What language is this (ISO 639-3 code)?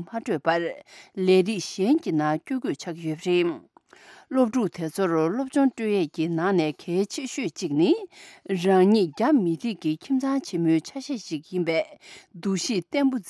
bod